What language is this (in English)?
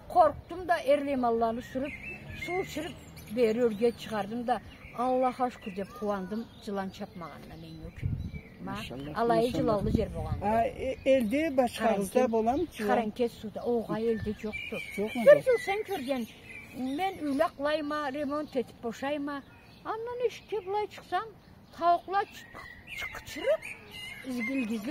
Karachay-Balkar